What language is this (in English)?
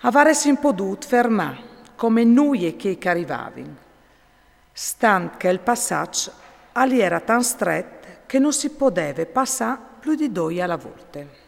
Friulian